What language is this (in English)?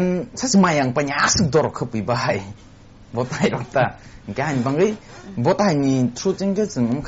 Kok Borok